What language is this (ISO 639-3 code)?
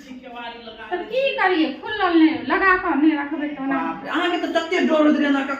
mai